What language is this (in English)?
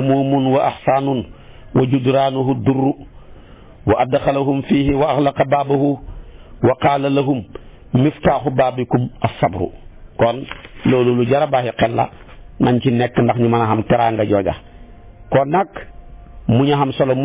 Wolof